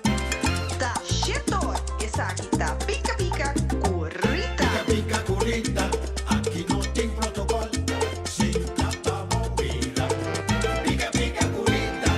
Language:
Papiamento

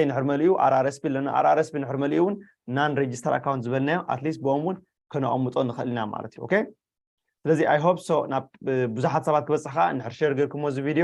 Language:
Tigrinya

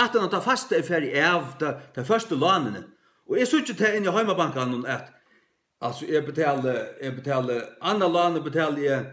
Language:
Faroese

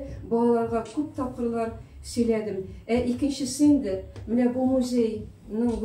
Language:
Tatar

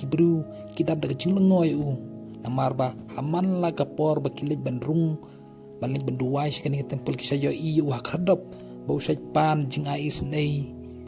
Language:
Khasi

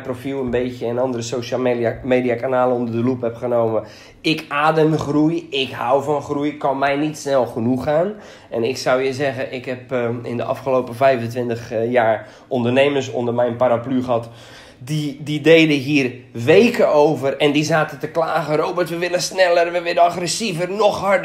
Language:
Dutch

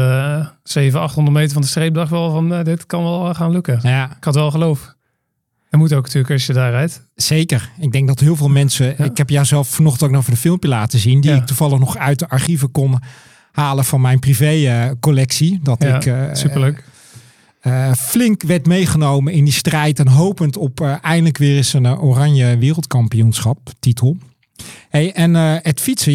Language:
Dutch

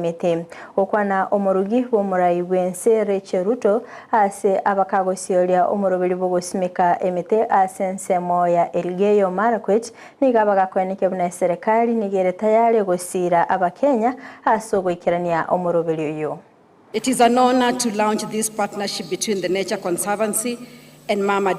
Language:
Gusii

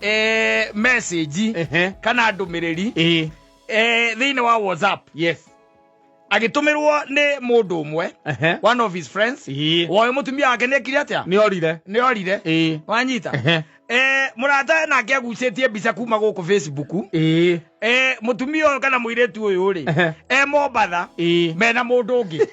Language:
Kikuyu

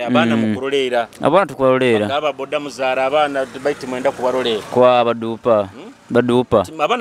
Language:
Nyoro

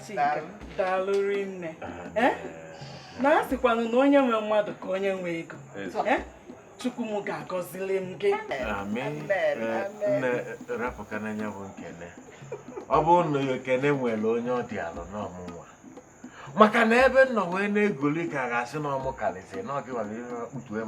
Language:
Igbo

